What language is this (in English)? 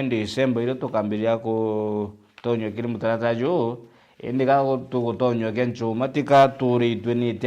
Meru